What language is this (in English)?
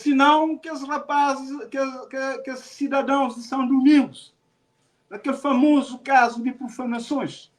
Kabuverdianu